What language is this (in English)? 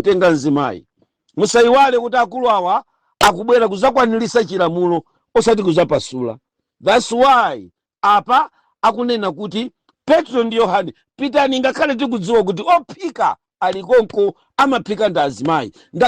Nyanja